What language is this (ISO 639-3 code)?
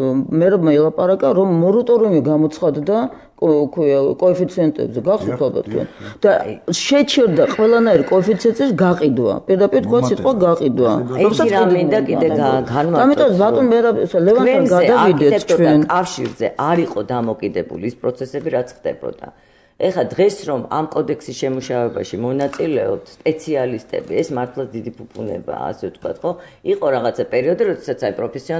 kat